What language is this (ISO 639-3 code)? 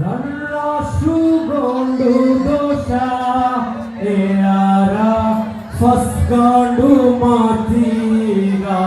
div